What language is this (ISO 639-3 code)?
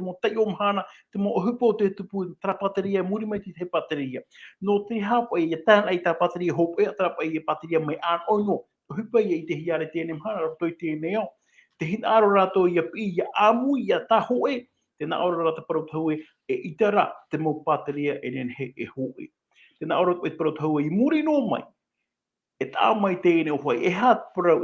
tah